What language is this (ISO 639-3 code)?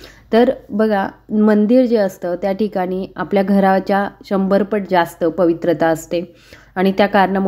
mar